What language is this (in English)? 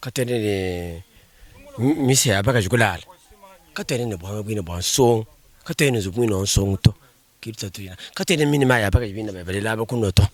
Luba-Lulua